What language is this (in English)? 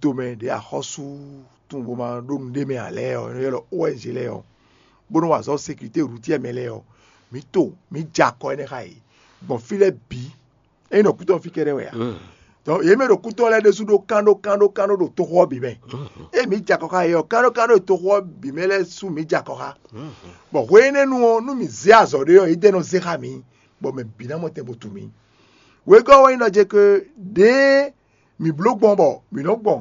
Fon